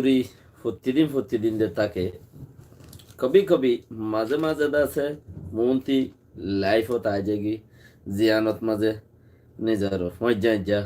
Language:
Rohingya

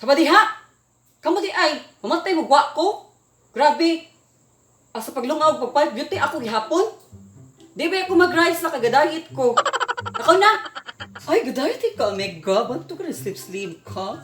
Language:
Cebuano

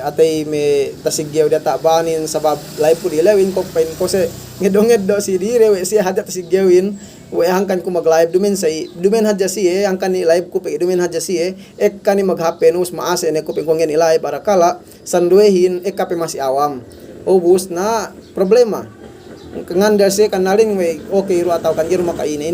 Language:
Yakan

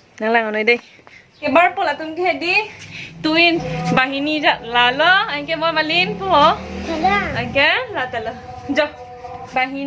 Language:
Karbi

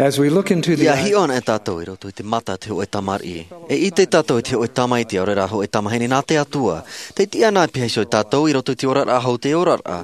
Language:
Tahitian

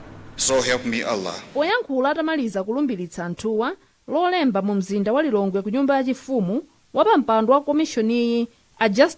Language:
Nyanja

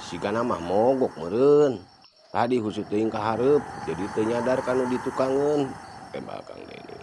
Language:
Sundanese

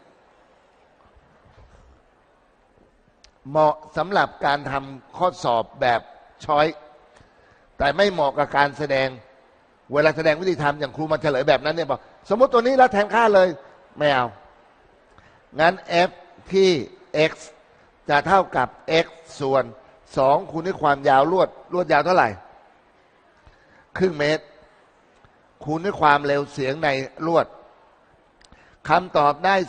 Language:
Thai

